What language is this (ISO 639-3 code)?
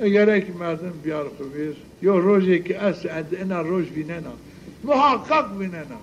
zza